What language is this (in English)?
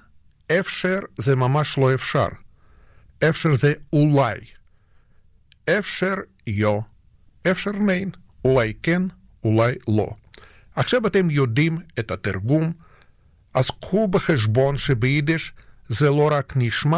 Hebrew